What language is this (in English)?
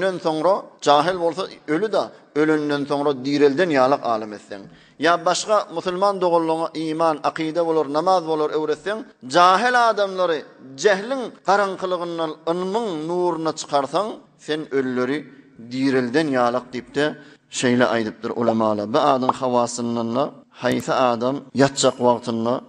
Turkmen